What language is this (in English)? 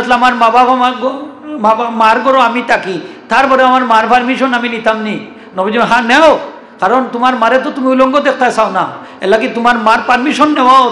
Sylheti